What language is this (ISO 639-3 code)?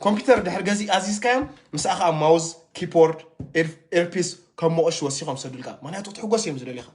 tir